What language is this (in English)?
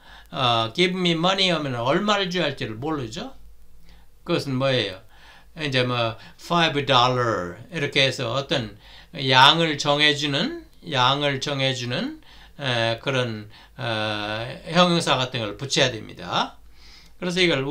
Korean